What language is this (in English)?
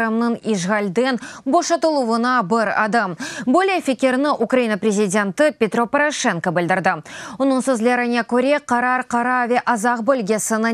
Crimean Tatar